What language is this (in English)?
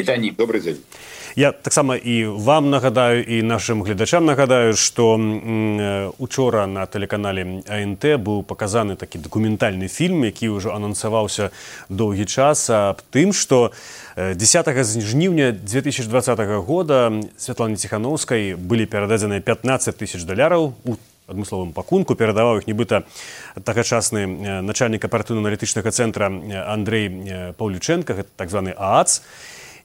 Belarusian